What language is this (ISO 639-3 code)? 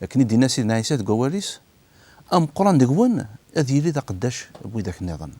kab